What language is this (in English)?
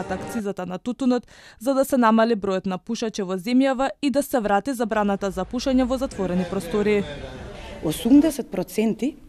Macedonian